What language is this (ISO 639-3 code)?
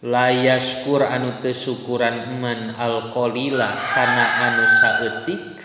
sun